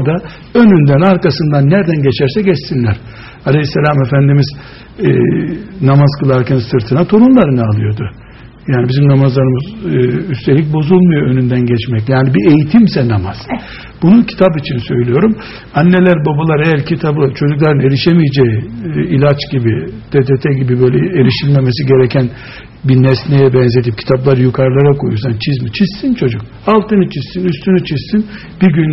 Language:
Turkish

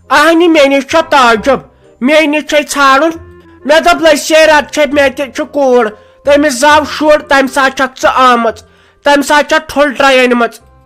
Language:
Kashmiri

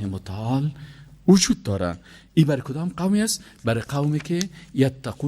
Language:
Persian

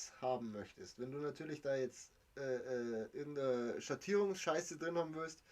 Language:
Bavarian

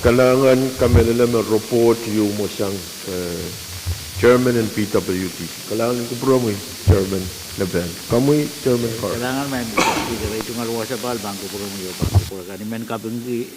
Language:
Pohnpeian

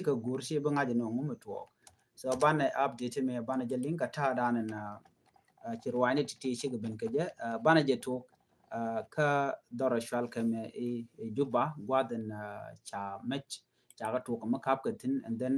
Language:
Nuer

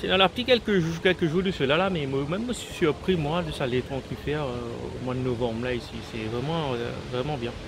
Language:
Morisyen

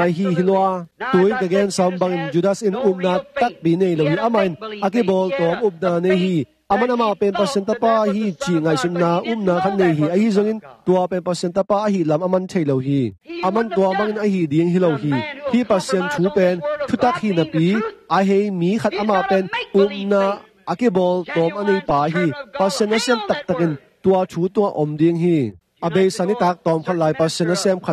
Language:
Tedim Chin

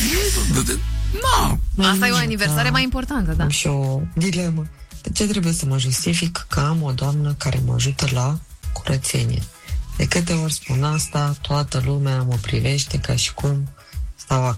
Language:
Romanian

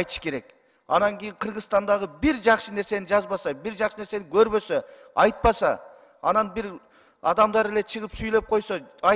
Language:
Kyrgyz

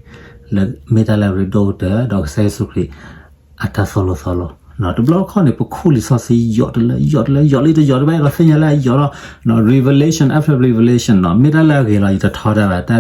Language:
S'gaw Karen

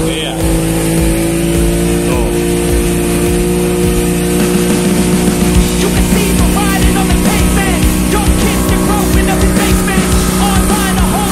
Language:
Indonesian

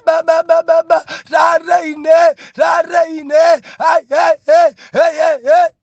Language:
Nyanja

